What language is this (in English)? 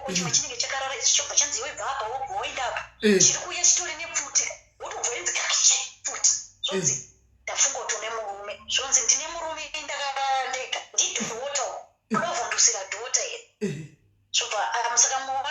Shona